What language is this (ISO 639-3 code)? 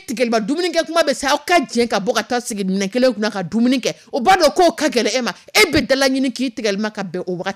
dyu